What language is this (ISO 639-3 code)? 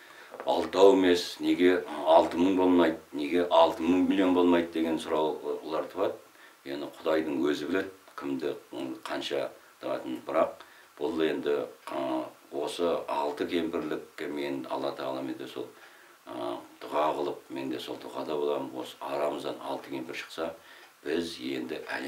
kaz